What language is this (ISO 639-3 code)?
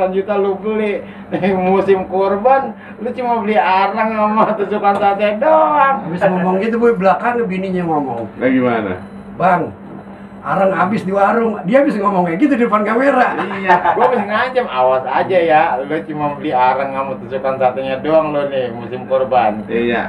bew